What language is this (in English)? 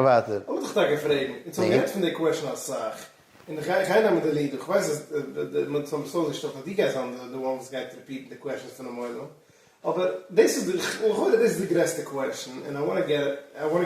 Yiddish